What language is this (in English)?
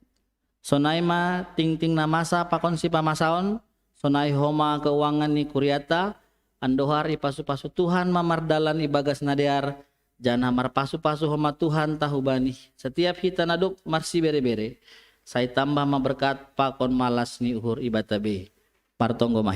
Batak Simalungun